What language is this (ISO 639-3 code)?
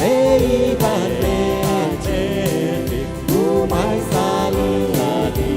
pon